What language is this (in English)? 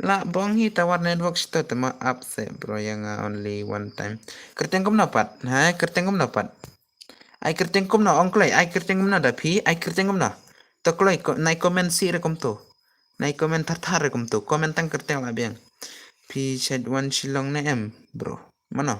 Khasi